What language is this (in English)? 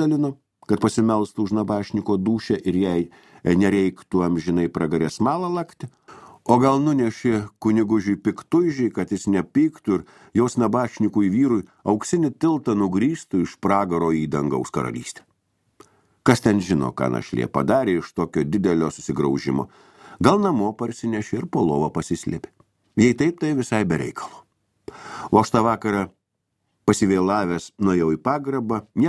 Lithuanian